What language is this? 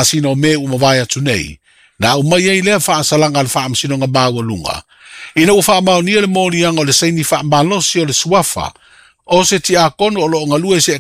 Samoan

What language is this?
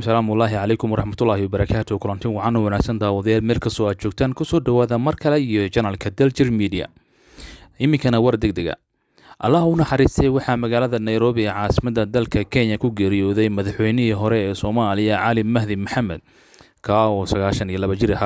Somali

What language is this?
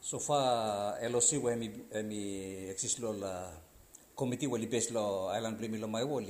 Bislama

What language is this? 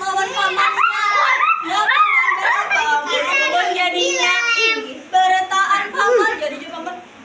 Banjar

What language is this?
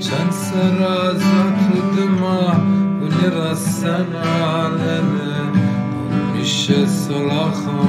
Zaza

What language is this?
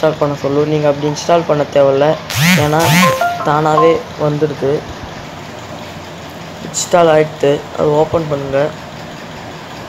Tamil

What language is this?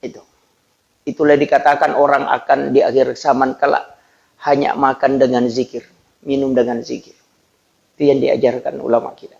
Buginese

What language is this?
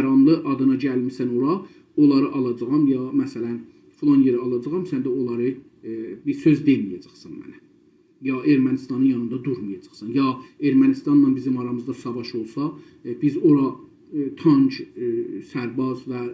South Azerbaijani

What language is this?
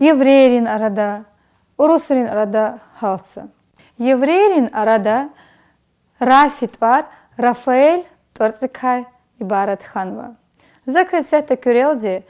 Lezghian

